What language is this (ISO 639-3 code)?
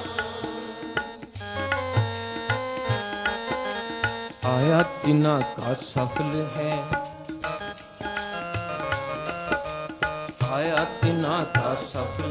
pan